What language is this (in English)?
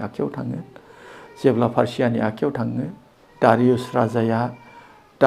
Bodo